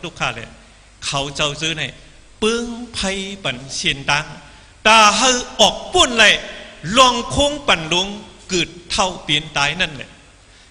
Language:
Shan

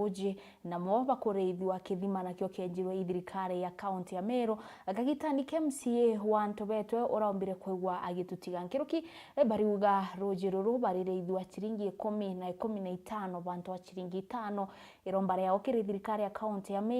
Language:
Meru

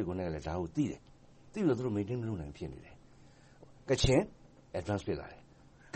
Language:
Burmese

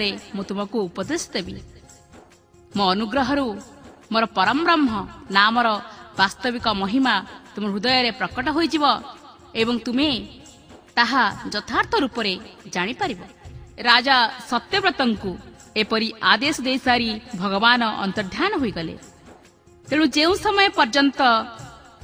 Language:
Odia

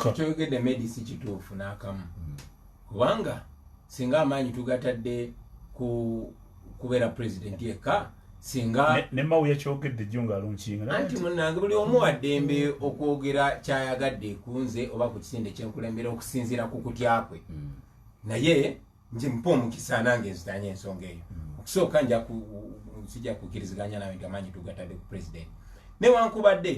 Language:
Ganda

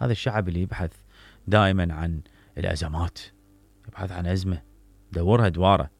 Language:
Mesopotamian Arabic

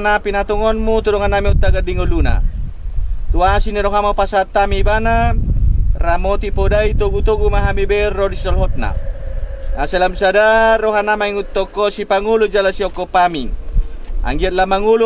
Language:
Batak Toba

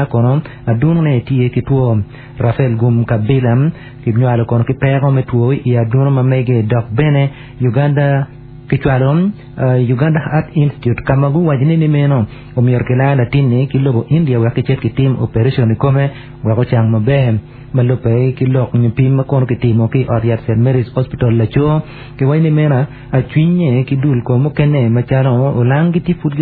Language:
Acoli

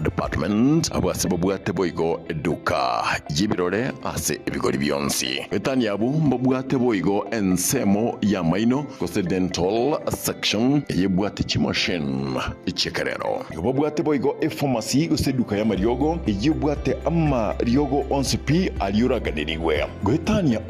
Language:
Gusii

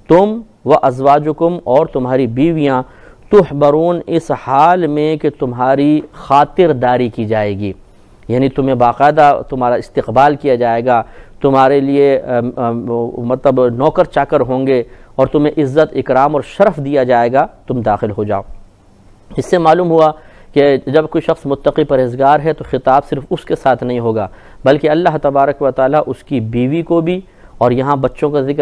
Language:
Urdu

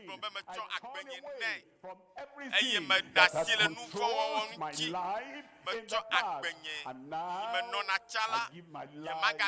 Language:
Ewe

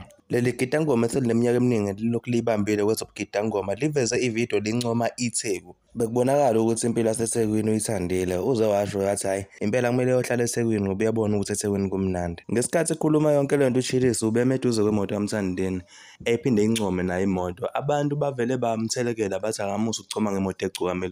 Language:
Zulu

